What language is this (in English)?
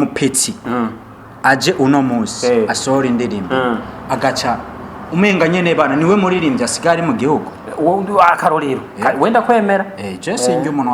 Rundi